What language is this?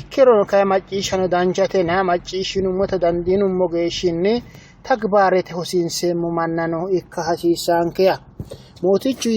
Sidamo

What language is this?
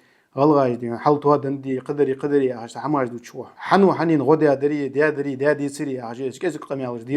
Ingush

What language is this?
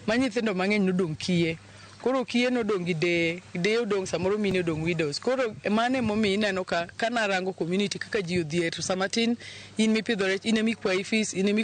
Luo (Kenya and Tanzania)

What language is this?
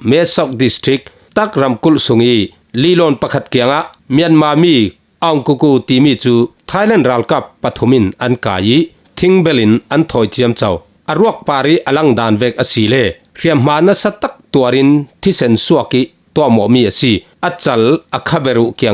Falam Chin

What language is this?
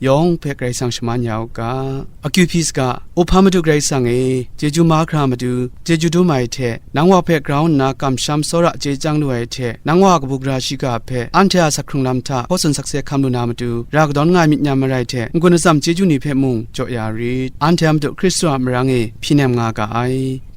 Kachin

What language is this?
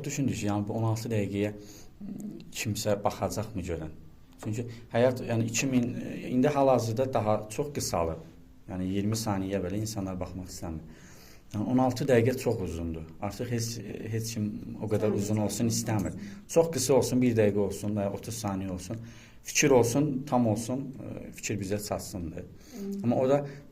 Azerbaijani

